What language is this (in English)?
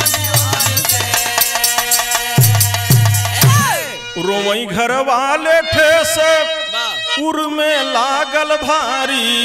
Bhojpuri